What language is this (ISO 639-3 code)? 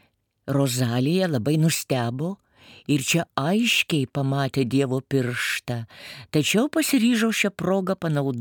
lit